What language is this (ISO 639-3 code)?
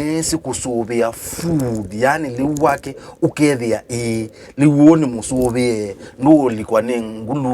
kam